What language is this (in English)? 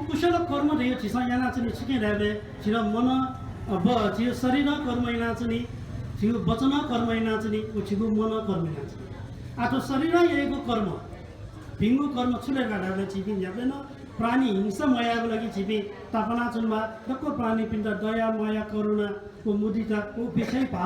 Newari